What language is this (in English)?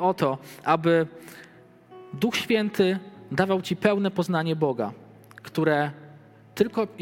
Polish